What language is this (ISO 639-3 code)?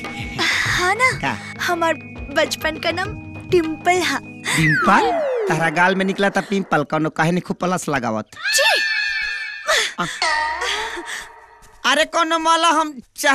bho